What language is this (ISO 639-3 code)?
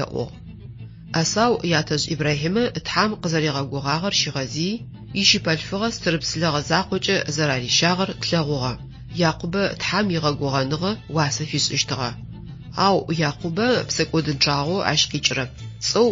ady